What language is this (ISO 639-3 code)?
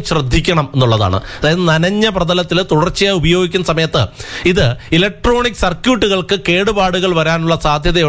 mal